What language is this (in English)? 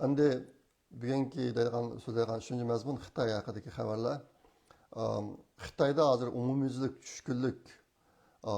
Uyghur